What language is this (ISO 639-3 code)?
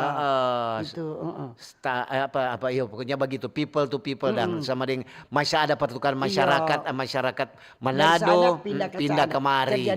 xmm